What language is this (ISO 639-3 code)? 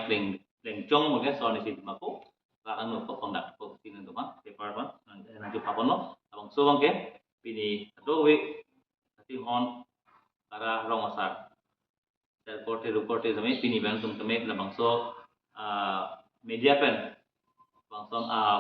mjw